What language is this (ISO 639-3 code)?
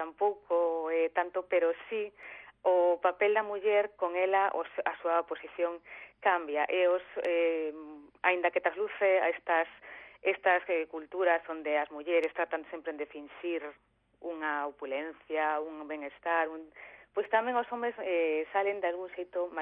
glg